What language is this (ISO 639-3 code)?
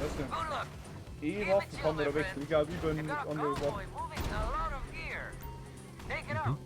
bar